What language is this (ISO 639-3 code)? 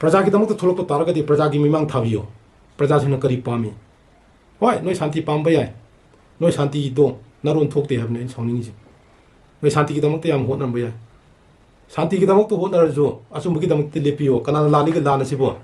mni